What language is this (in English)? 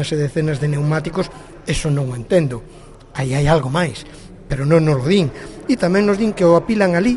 Galician